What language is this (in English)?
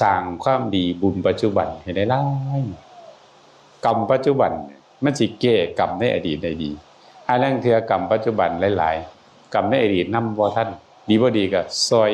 Northeastern Thai